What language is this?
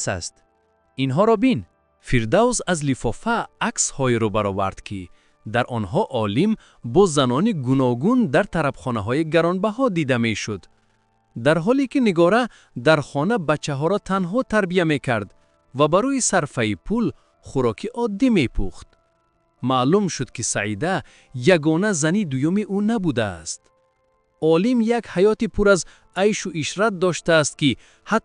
Tajik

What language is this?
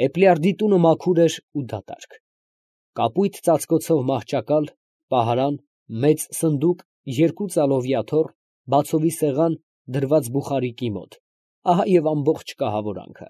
Armenian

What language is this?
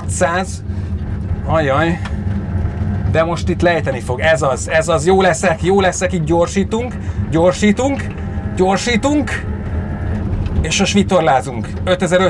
Hungarian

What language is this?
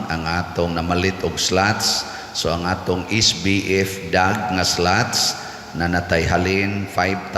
Cebuano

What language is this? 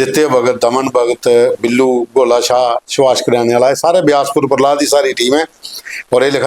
Dogri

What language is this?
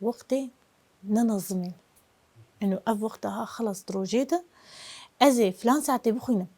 Kurdish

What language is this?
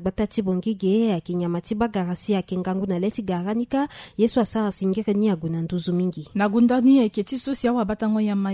Sango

